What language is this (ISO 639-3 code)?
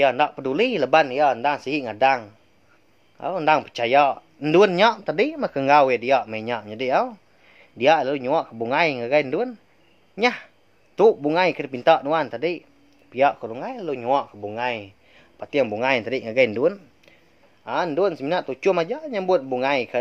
iba